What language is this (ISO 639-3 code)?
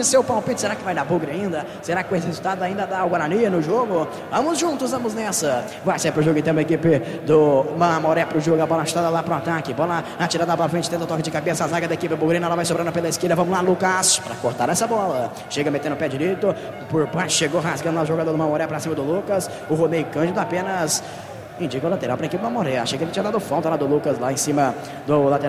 por